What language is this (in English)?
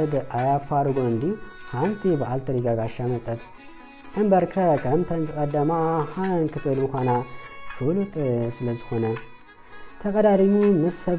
Tigrinya